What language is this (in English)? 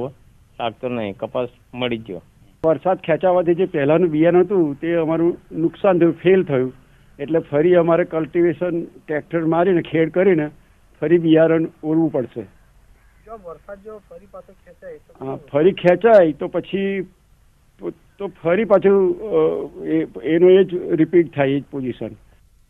Gujarati